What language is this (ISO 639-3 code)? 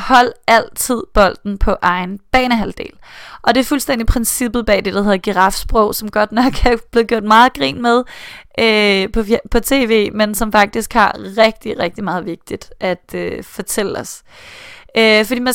dan